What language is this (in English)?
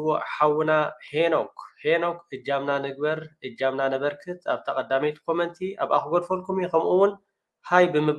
Tigrinya